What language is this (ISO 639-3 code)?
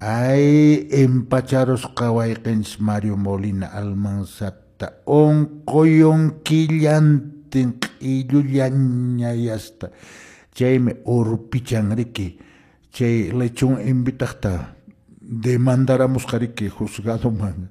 que